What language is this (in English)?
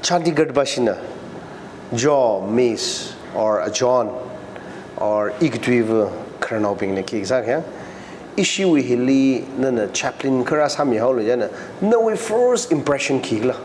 Tangkhul Naga (India)